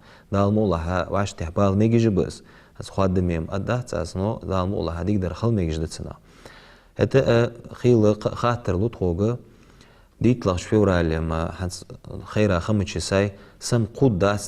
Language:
Ingush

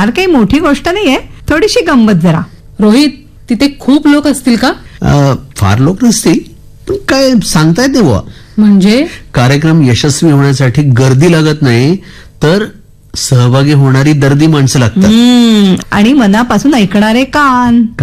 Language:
Marathi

